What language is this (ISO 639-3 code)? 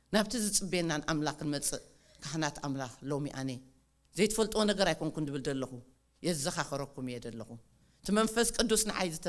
tir